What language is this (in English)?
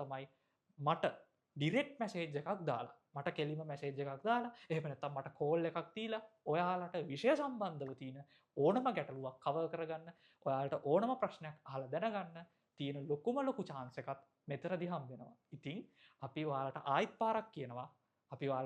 Sinhala